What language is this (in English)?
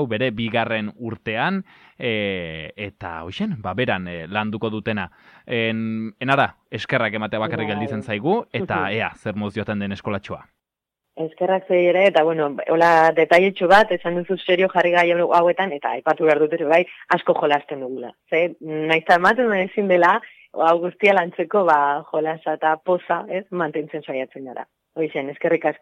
Basque